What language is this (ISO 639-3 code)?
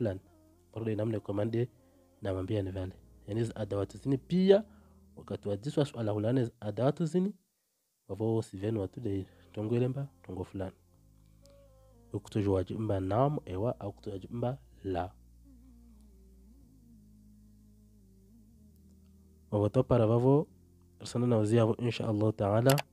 swa